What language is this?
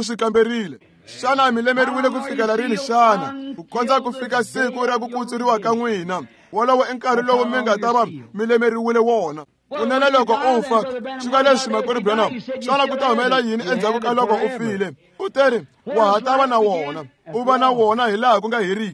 Tsonga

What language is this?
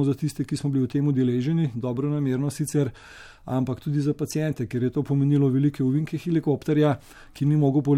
Slovenian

